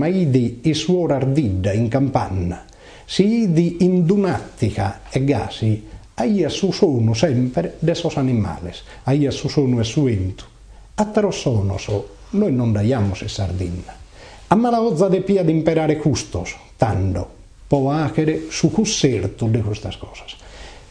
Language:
Sardinian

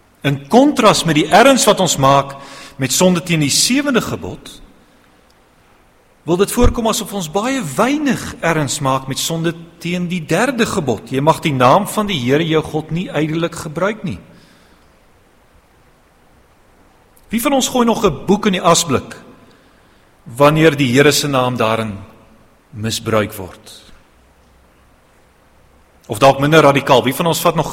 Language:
Afrikaans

